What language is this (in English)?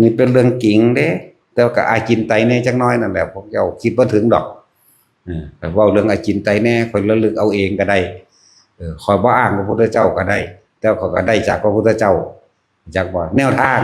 Northeastern Thai